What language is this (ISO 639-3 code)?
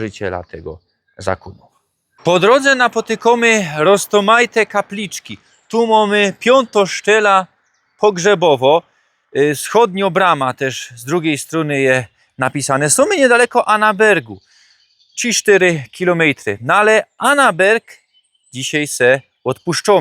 szl